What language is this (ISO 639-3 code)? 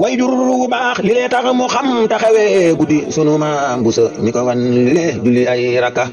wol